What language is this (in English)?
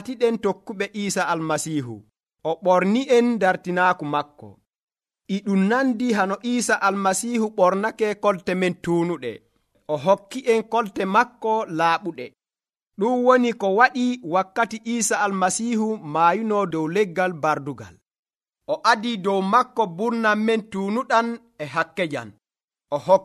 Nigerian Fulfulde